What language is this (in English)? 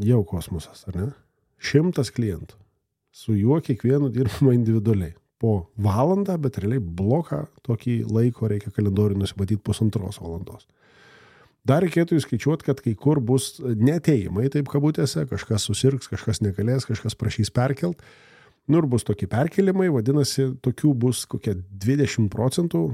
Lithuanian